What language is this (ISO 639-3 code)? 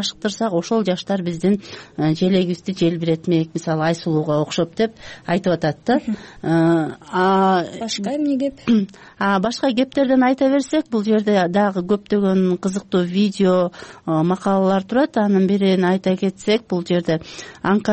kir